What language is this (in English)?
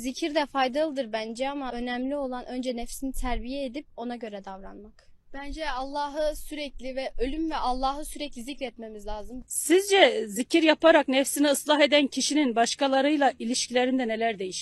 Turkish